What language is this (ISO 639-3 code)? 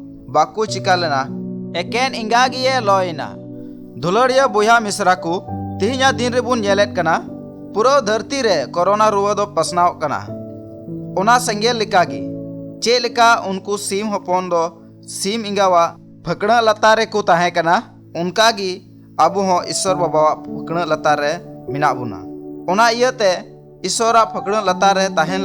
sat